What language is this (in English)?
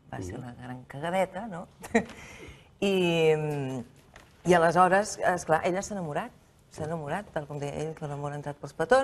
Catalan